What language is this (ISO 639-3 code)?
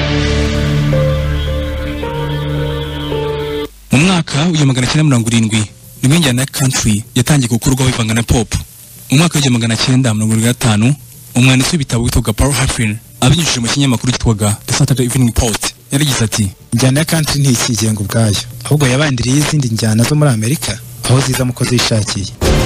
kin